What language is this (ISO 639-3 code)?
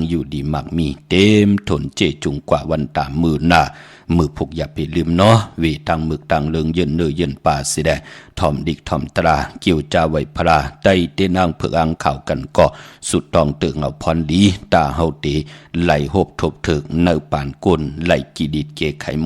shn